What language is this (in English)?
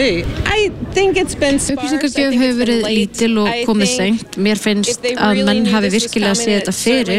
Icelandic